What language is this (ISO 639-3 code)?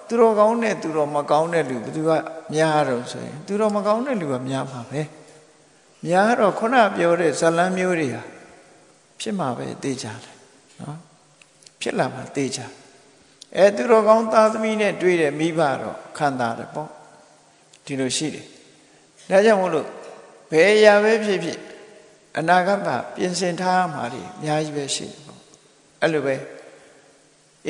mya